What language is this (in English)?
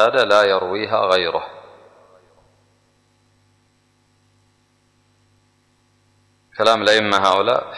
Arabic